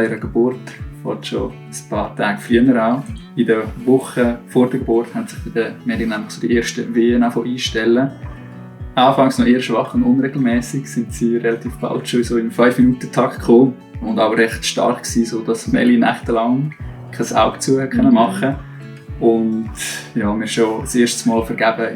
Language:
Swiss German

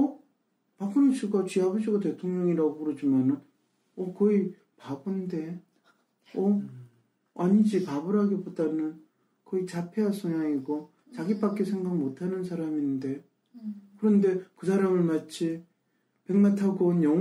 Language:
Korean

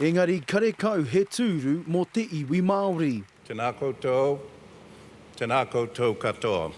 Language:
Māori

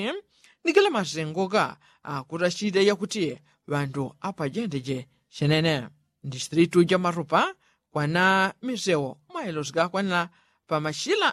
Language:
Yao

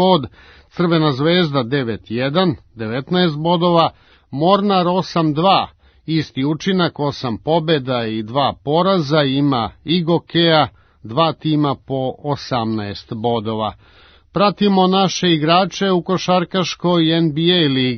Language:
Serbian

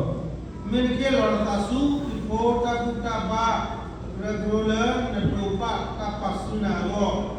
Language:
S'gaw Karen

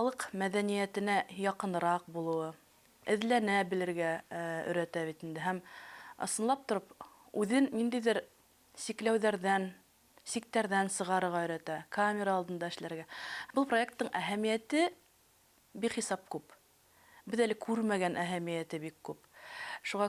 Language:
Bashkir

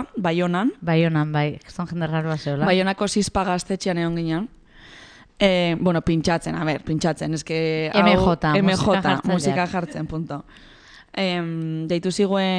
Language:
Basque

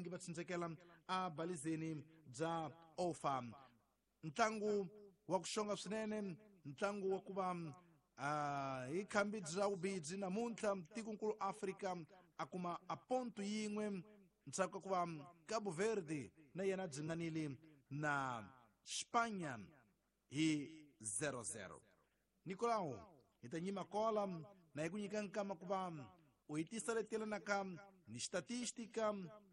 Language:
Tsonga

